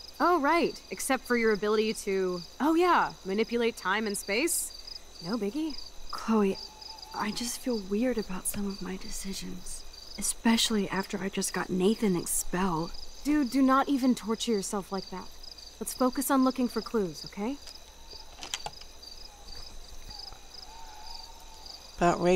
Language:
English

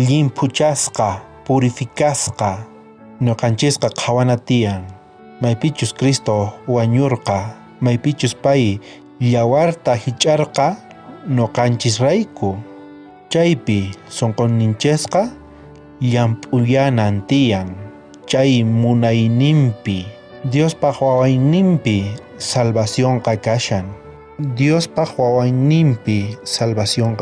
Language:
South Bolivian Quechua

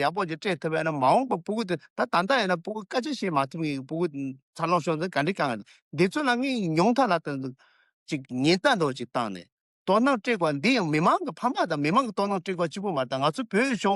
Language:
Tibetan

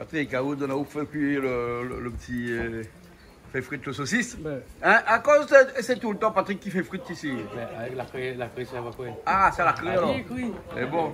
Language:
Réunion Creole French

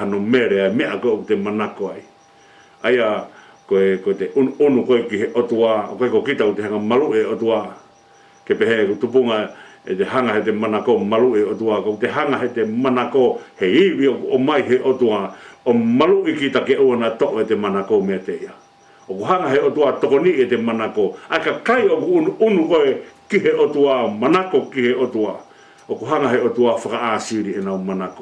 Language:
Tongan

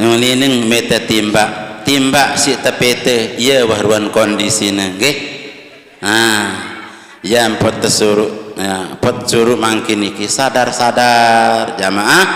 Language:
Sasak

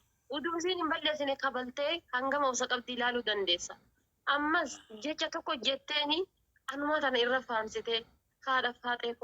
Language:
Oromo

